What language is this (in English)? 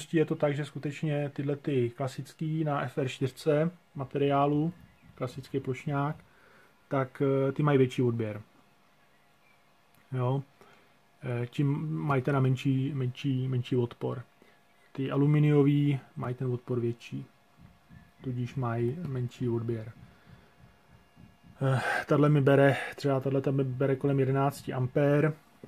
Czech